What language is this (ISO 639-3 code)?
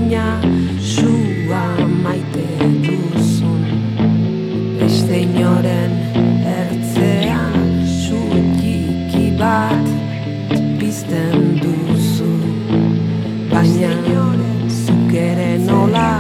eus